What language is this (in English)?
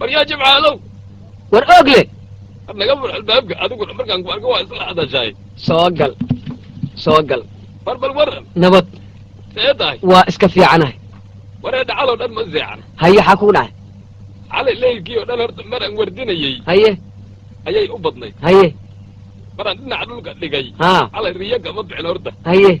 Somali